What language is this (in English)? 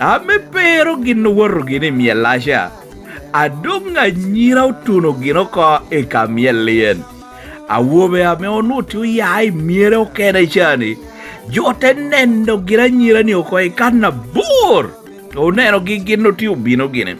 Lango (Uganda)